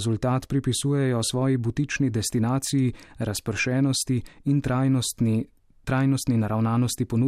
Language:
Slovenian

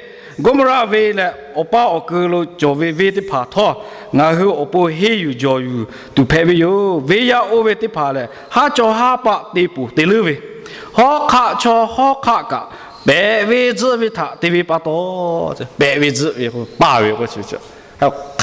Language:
Lahu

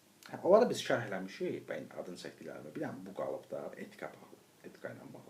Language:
Azerbaijani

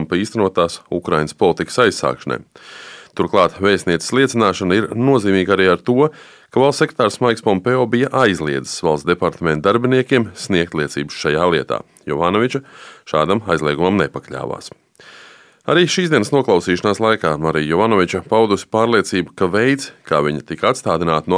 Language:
Latvian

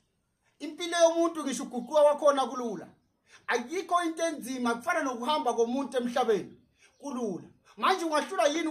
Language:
Zulu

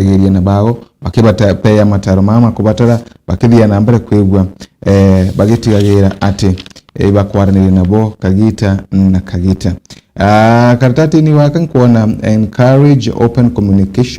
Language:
Meru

